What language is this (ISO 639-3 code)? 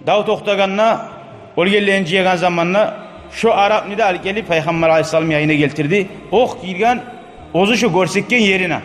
kum